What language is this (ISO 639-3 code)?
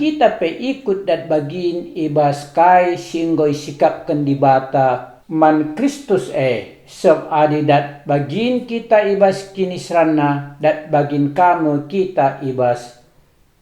btx